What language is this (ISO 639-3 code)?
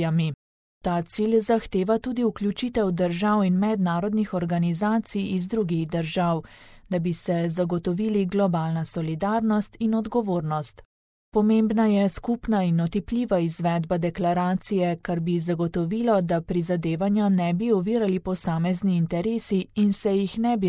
slv